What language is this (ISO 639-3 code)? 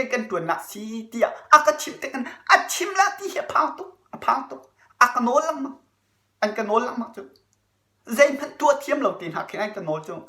cnh